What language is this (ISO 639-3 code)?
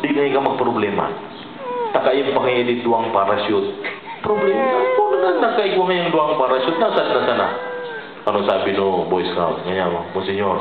bik